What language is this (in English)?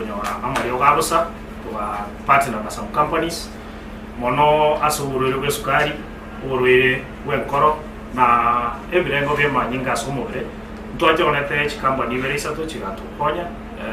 Gusii